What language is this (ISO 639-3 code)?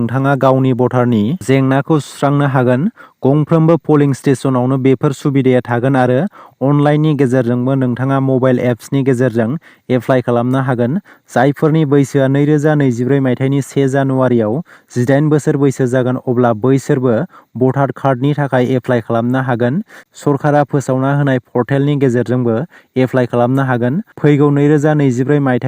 brx